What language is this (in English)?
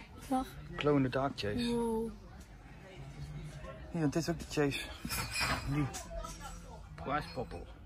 Dutch